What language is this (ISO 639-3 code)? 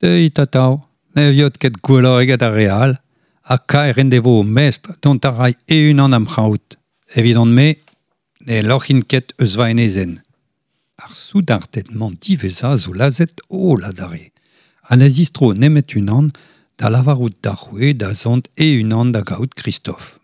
bre